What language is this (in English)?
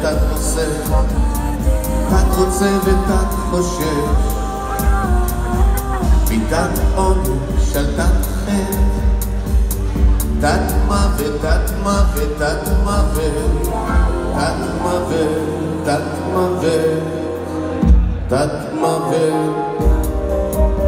Hebrew